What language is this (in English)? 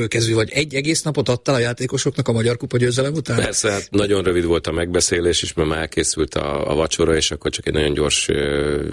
Hungarian